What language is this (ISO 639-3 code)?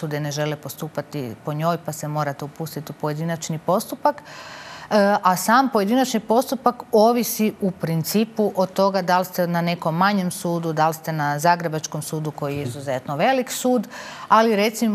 hrv